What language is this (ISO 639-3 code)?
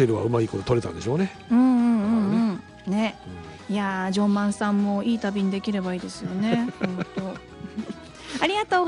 jpn